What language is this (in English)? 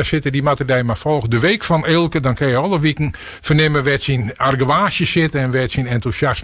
Western Frisian